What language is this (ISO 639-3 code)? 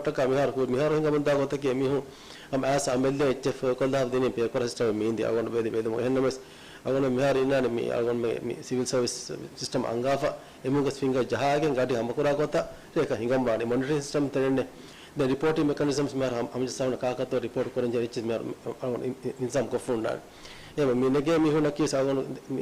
div